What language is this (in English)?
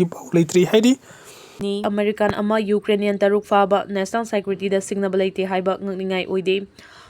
Manipuri